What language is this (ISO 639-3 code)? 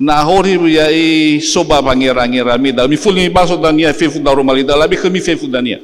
nia